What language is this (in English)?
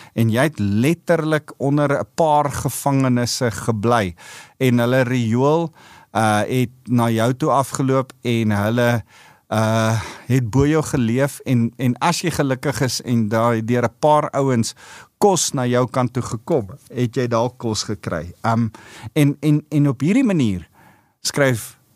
Afrikaans